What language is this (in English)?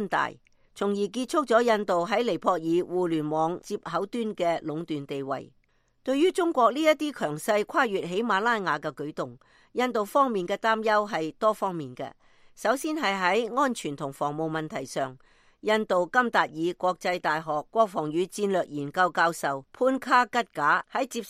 Cantonese